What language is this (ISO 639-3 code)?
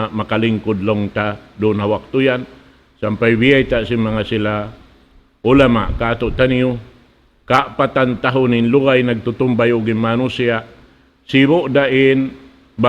tsg